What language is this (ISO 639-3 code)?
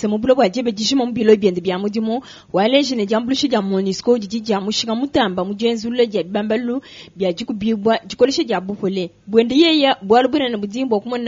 lua